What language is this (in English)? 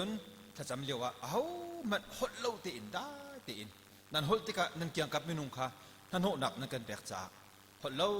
Hakha Chin